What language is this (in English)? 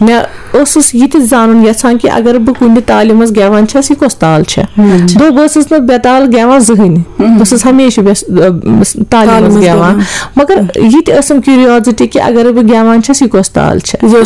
Kashmiri